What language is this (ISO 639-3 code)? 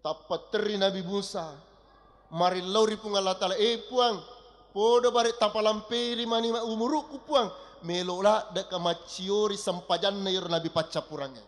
bug